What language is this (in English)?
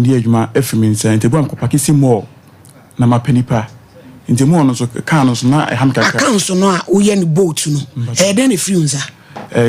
Akan